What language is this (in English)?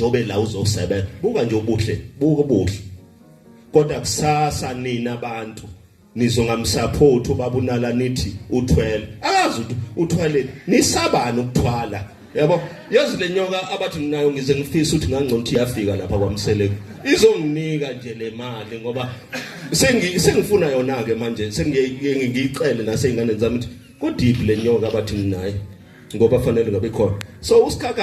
Zulu